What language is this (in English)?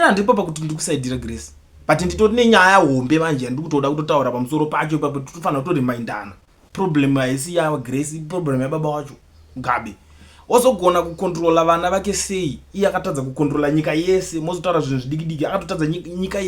Shona